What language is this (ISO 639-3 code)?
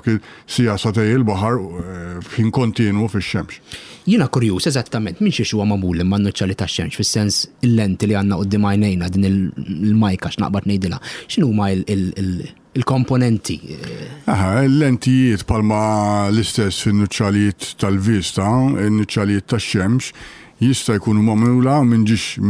mlt